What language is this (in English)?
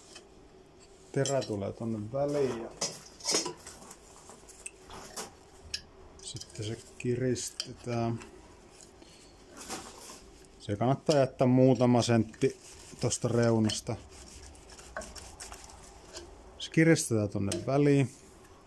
Finnish